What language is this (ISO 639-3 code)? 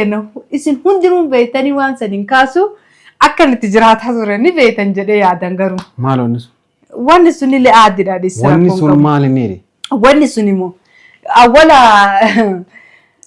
orm